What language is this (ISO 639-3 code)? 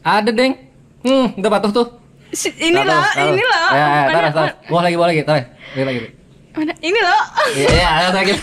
bjn